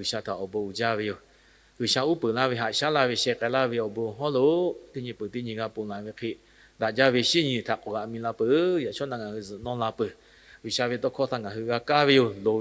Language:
Lahu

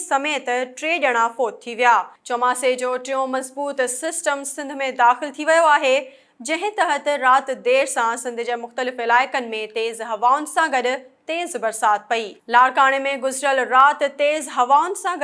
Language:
Sindhi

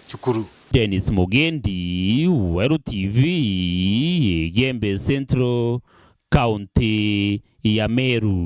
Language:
Meru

